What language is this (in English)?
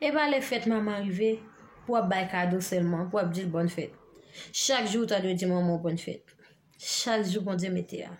Haitian Creole